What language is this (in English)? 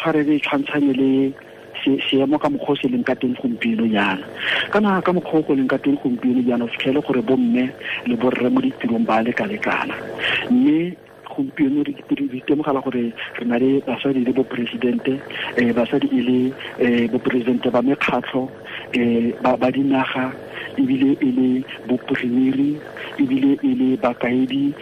Tswana